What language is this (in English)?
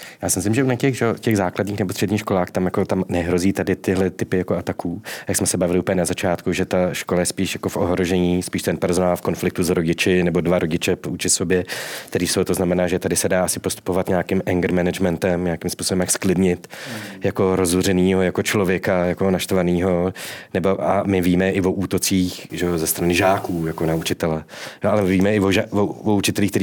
Czech